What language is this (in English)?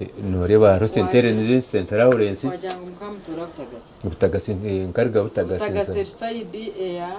Nyankole